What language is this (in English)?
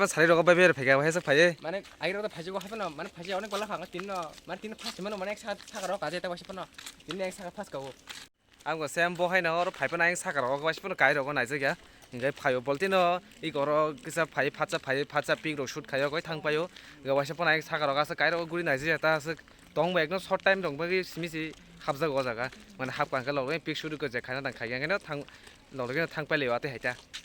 Kok Borok